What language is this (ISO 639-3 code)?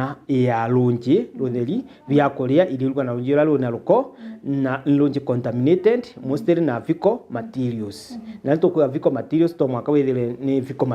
mer